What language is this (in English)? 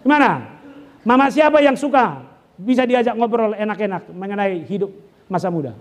Batak Toba